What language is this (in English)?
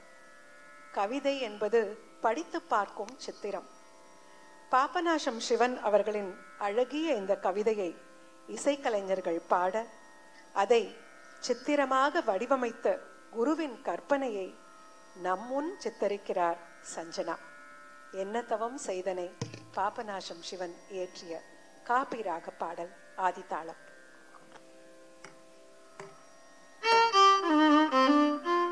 Tamil